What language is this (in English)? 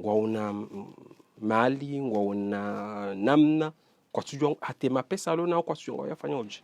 Ngazidja Comorian